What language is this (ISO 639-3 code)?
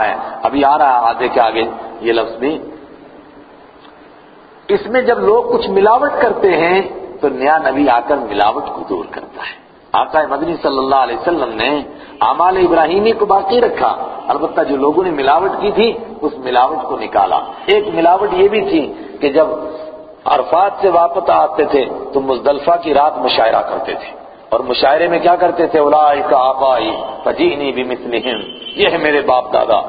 urd